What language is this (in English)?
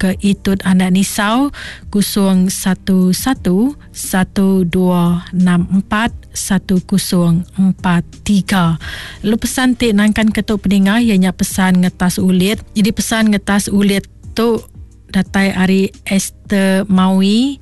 Iban